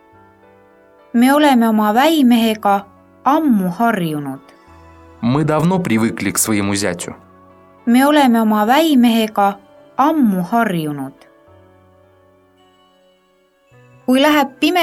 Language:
Estonian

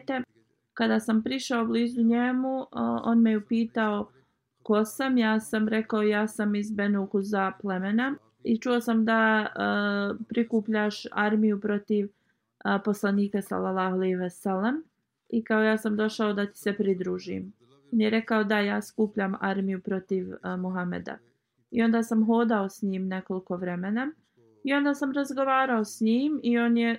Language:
Bosnian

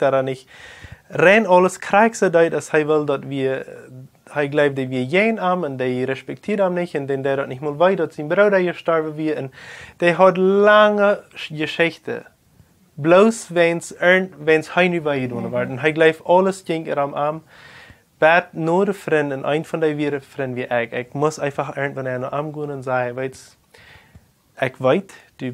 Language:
Plautdietsch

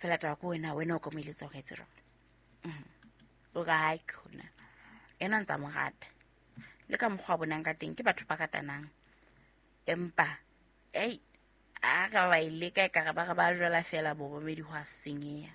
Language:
Southern Sotho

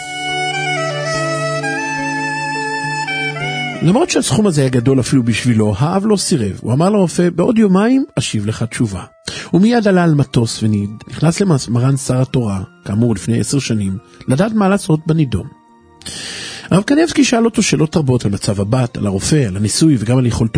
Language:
Hebrew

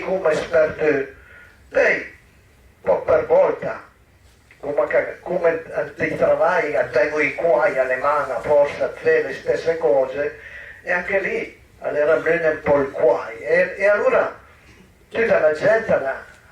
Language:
Piedmontese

